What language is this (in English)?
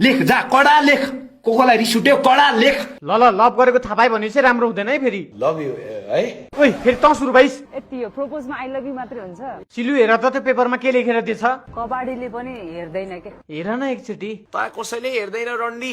Nepali